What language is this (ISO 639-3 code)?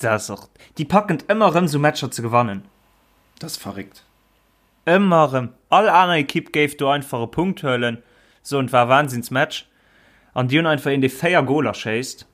ltz